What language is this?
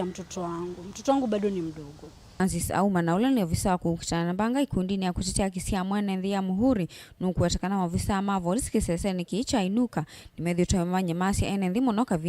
Kamba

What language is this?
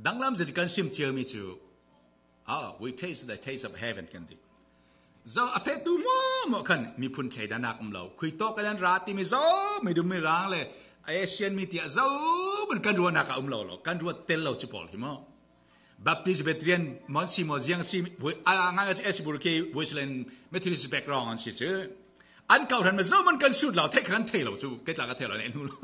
Falam Chin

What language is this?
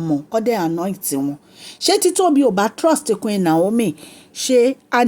Yoruba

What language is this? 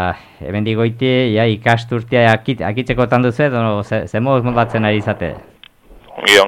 Basque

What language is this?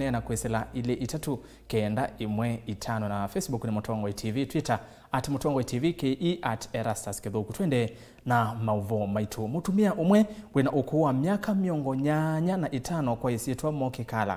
Kamba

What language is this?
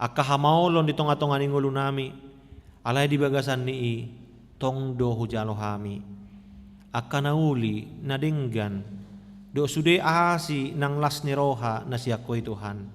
Batak Toba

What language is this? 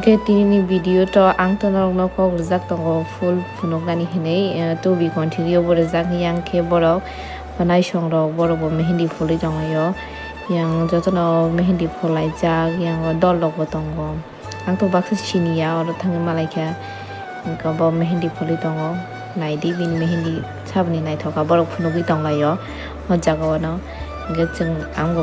Kok Borok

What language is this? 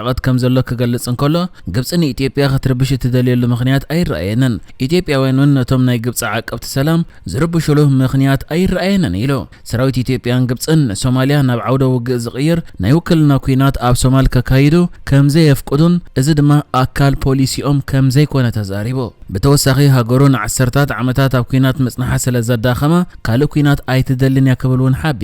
Tigrinya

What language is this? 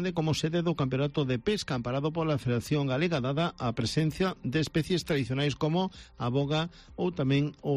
Galician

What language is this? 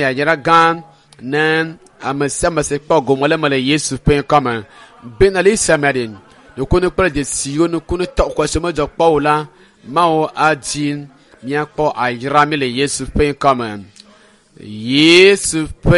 Ewe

